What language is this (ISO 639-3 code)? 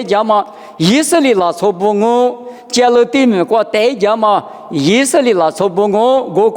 lis